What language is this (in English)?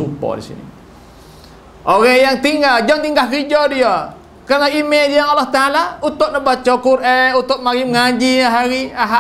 Malay